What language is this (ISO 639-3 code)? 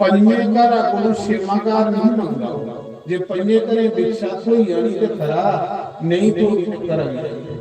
doi